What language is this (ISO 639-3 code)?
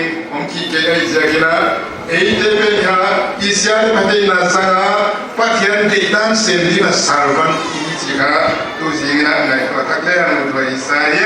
pck